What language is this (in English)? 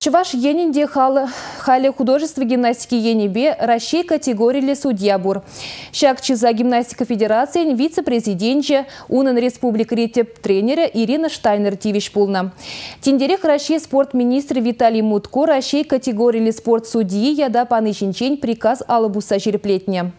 Chuvash